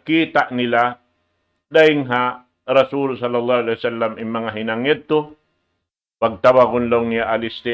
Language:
Tausug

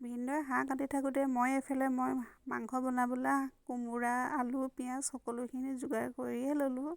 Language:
Assamese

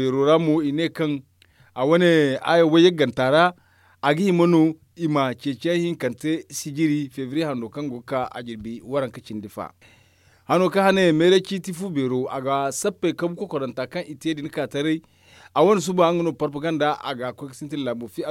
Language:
Zarma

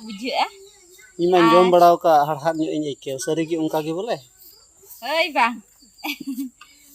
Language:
Santali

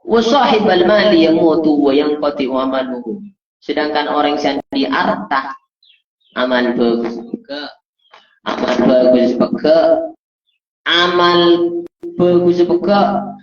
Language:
Madurese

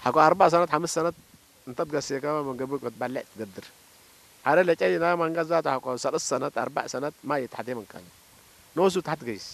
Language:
Tigrinya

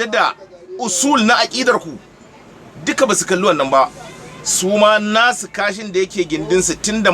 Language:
Hausa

